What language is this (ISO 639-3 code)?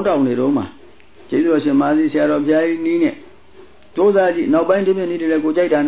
mya